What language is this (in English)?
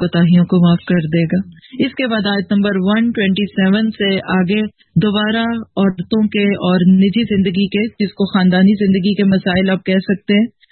Urdu